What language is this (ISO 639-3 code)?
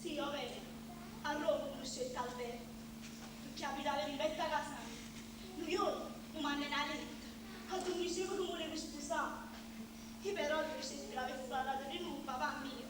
nap